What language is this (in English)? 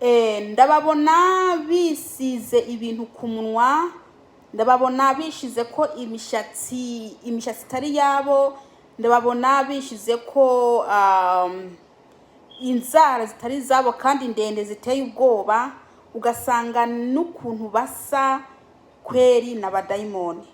Kinyarwanda